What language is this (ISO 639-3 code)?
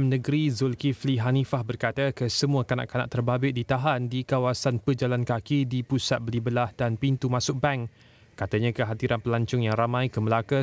msa